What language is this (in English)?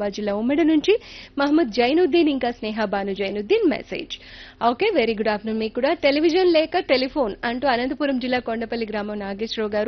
Telugu